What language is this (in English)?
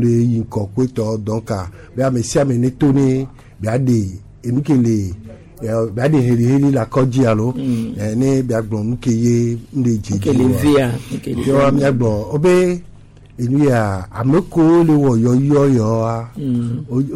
Gen